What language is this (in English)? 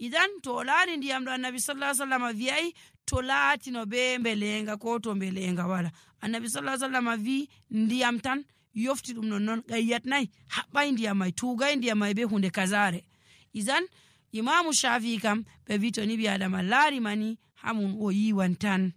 Nigerian Fulfulde